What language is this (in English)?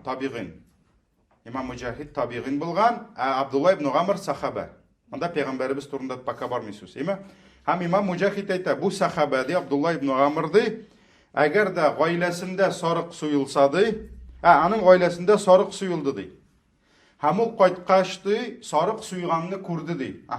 Tatar